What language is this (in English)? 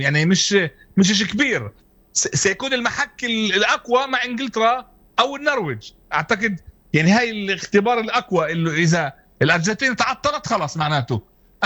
North Levantine Arabic